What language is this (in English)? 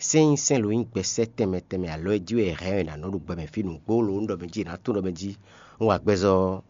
Fon